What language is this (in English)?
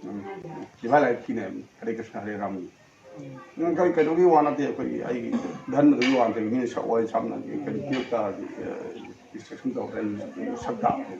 Manipuri